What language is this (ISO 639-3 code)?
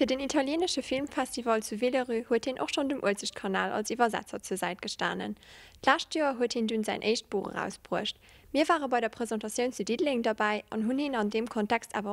ltz